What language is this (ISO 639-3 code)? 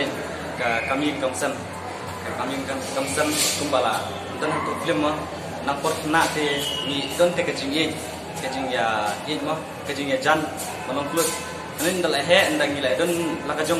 kha